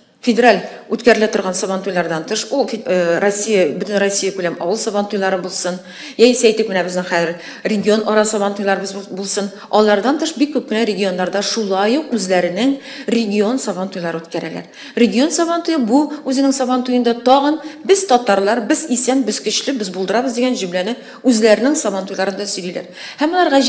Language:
Tatar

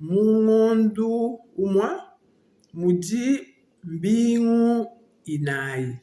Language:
Luba-Lulua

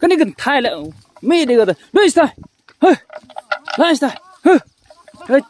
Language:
Khasi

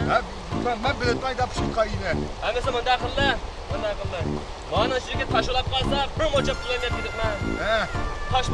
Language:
Uyghur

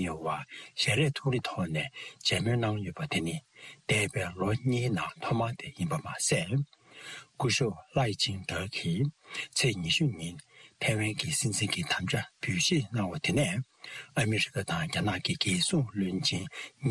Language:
Tibetan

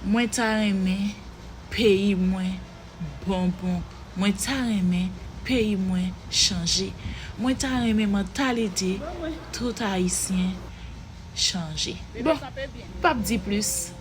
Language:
Haitian Creole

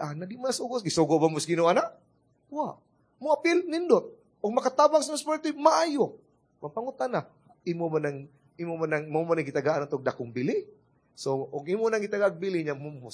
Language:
Cebuano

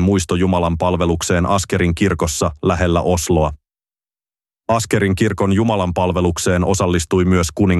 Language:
Finnish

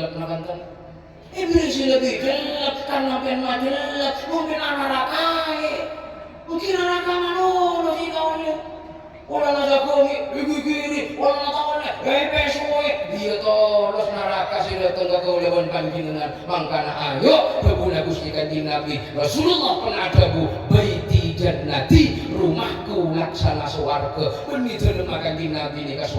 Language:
Madurese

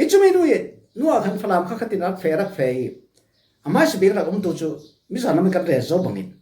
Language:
Falam Chin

